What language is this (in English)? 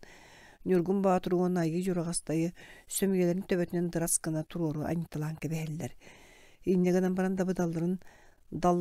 Yakut